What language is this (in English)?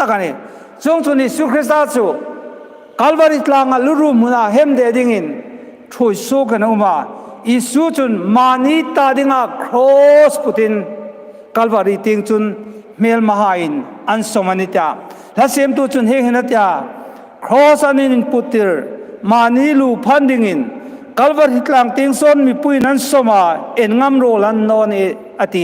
Hmar